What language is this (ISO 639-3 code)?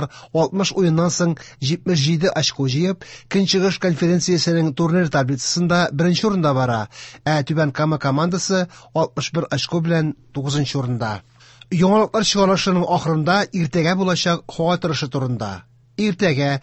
tat